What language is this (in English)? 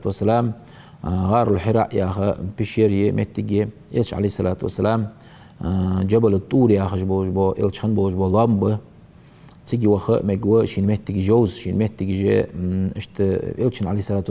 Ingush